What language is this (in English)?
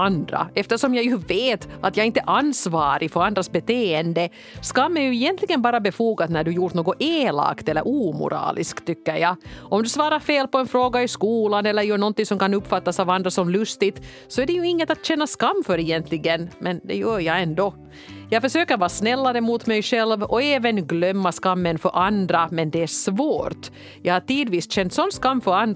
Swedish